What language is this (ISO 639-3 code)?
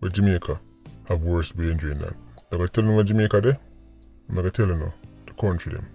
jam